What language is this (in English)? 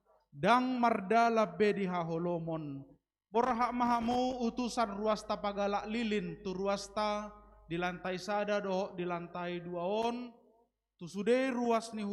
Batak Toba